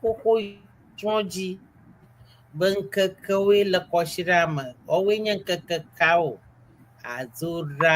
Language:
Ewe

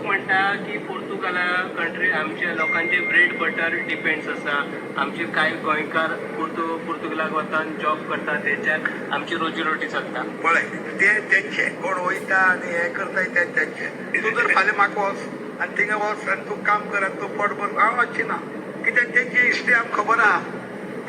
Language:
Konkani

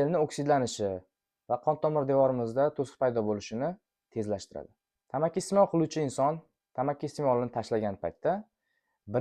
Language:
Uzbek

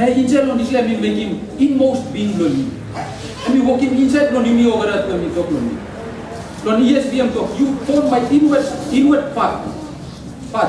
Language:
Tok Pisin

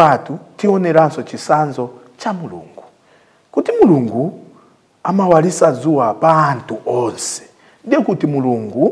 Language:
Nyanja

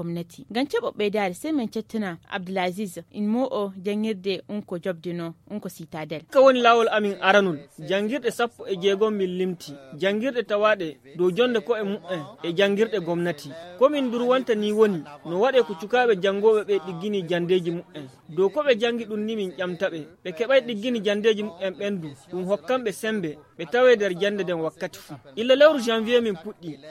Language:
Fula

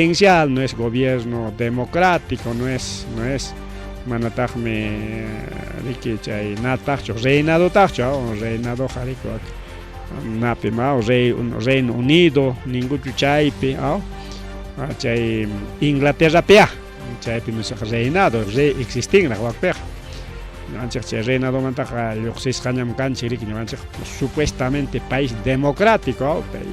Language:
Ayacucho Quechua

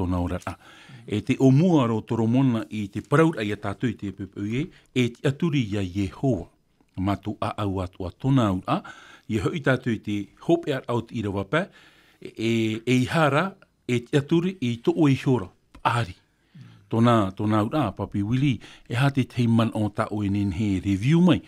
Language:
Tahitian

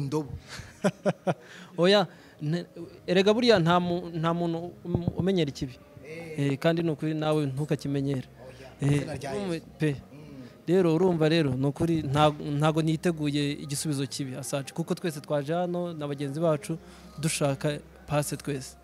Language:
Kinyarwanda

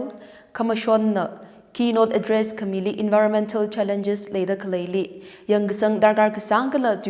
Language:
Tangkhul Naga (India)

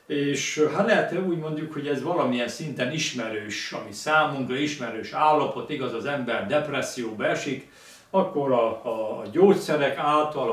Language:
Hungarian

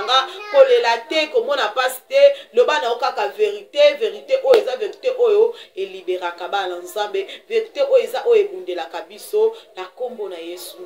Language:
Lingala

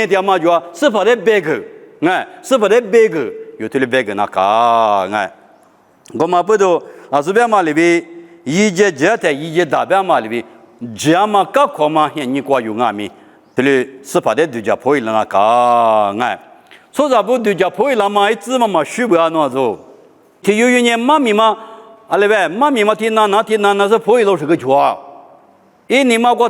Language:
Lisu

